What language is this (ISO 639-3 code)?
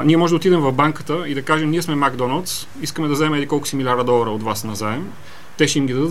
bul